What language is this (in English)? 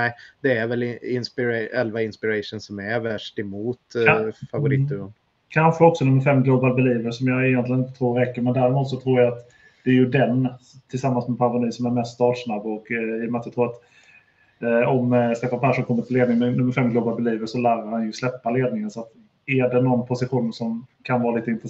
Swedish